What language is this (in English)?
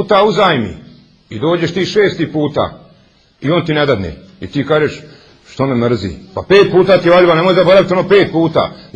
Bosnian